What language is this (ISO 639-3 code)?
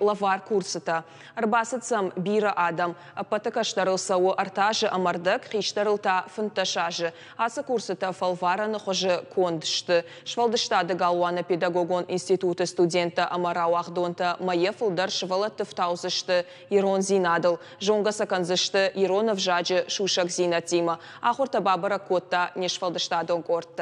oss